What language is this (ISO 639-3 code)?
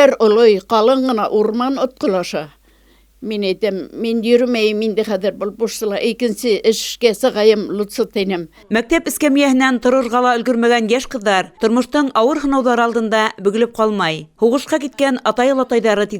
bak